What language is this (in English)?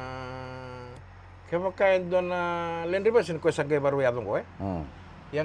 Fijian